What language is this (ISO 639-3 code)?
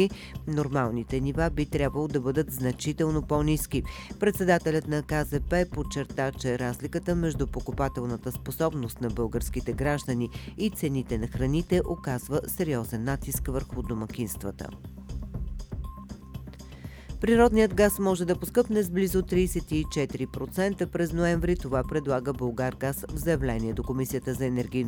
bul